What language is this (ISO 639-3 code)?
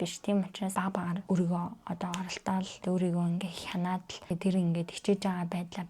mon